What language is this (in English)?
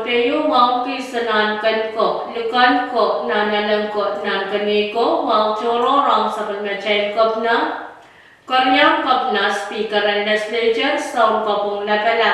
Pohnpeian